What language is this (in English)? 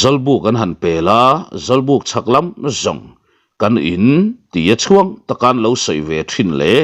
Mizo